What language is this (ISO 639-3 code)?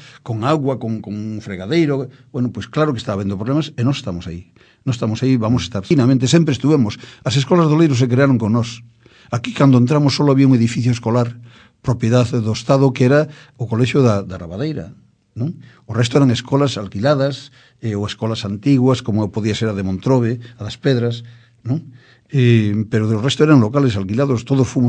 glg